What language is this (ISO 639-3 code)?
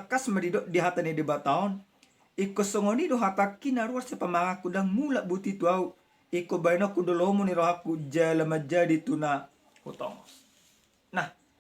bbc